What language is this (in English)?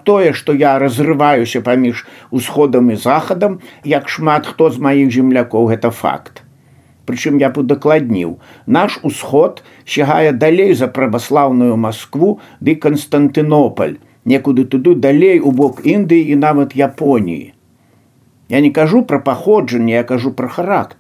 Belarusian